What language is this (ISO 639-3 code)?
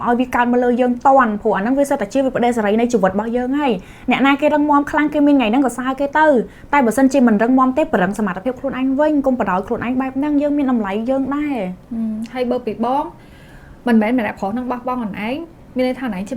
khm